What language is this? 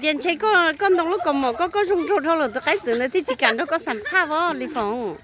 Hmong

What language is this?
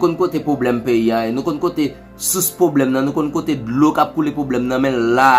Haitian Creole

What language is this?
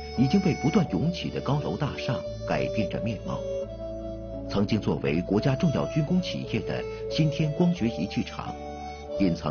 Chinese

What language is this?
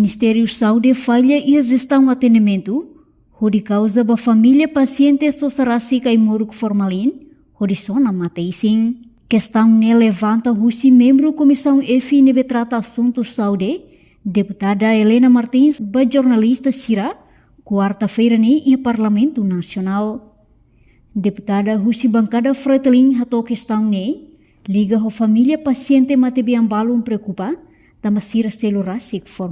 Tetum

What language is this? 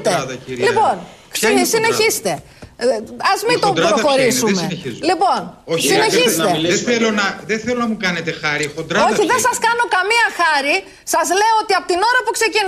Greek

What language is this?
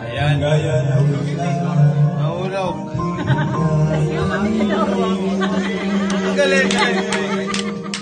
Filipino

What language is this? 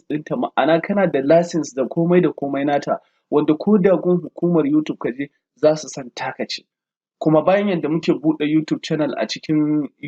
Hausa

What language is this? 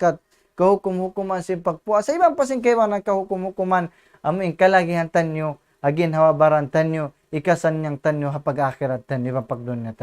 Tausug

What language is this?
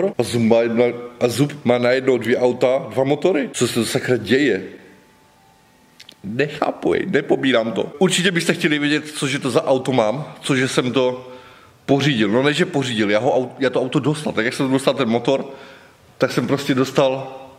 Czech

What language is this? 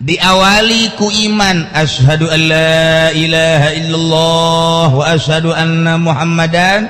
Sundanese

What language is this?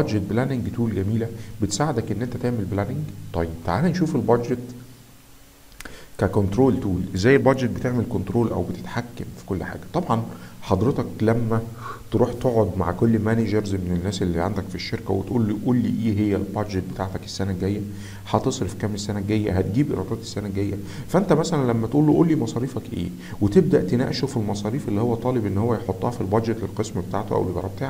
Egyptian Arabic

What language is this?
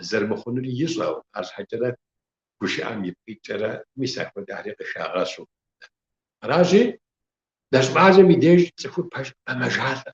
Kabardian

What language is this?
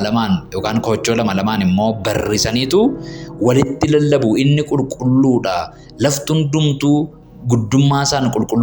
Oromo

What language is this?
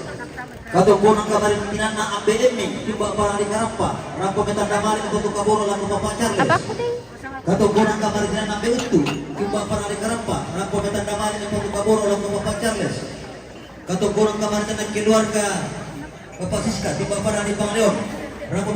Toraja-Sa'dan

